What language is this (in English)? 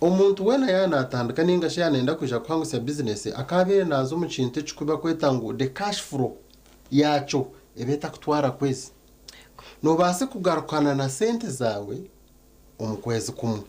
Nyankole